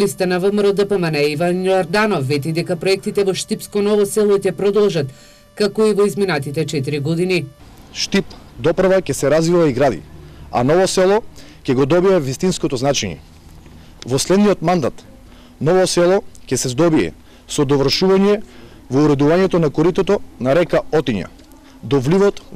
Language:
Macedonian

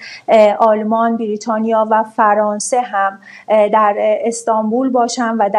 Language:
Persian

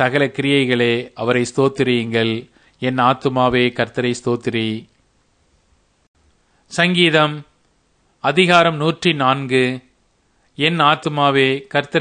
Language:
Tamil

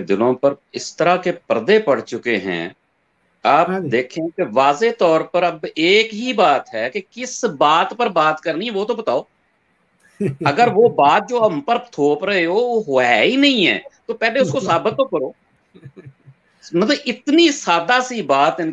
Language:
Urdu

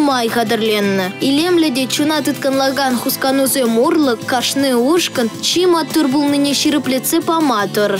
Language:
Chuvash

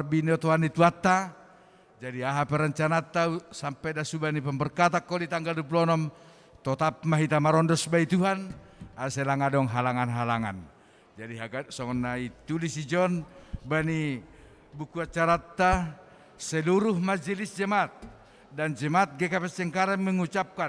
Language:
Batak Simalungun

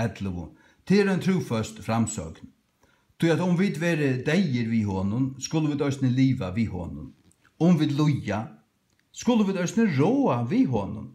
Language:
Faroese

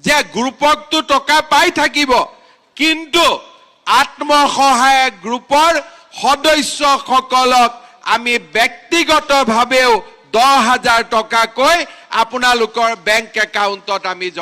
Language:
Assamese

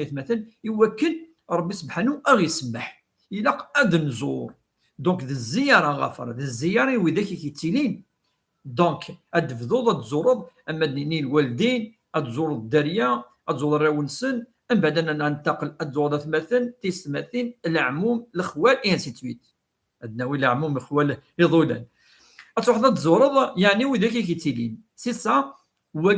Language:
Kabyle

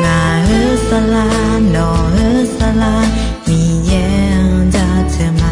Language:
Akha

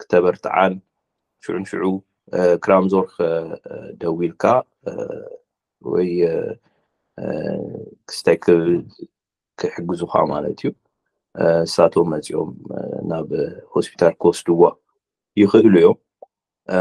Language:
Tigrinya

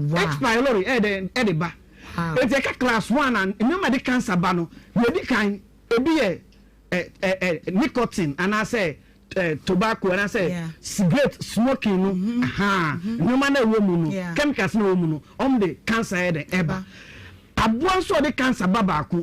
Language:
Akan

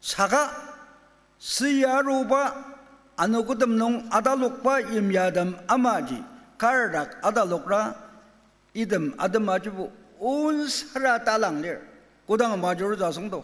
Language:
Ao Naga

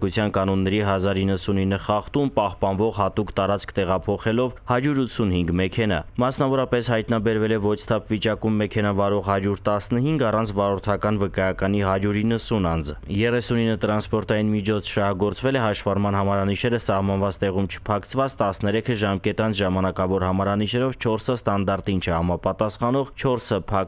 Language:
Armenian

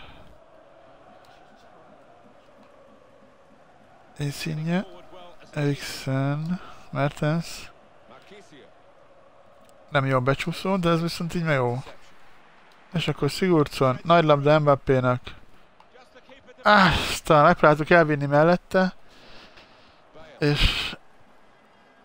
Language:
Hungarian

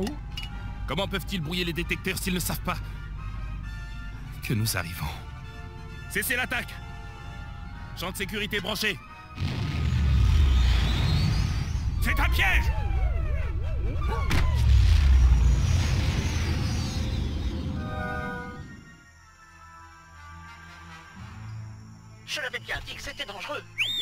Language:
French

